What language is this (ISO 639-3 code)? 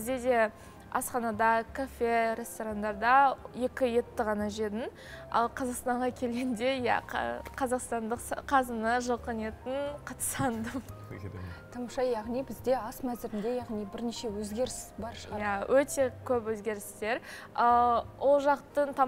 kaz